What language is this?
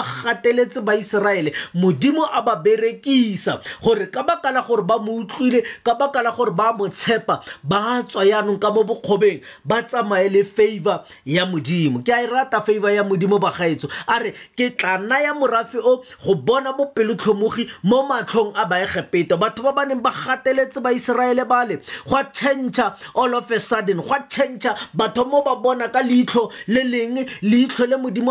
Tswana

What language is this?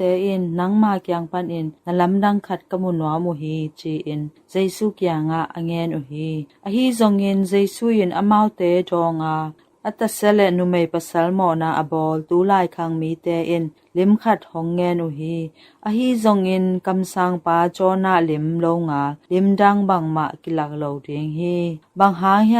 Tedim Chin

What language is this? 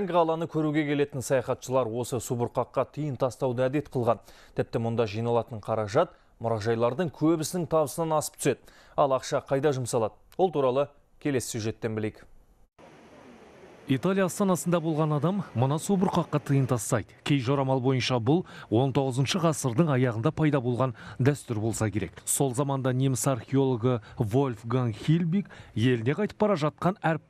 Kazakh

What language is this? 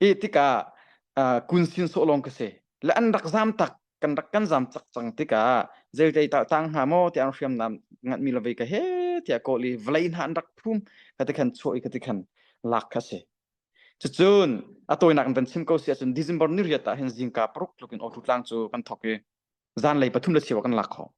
Hakha Chin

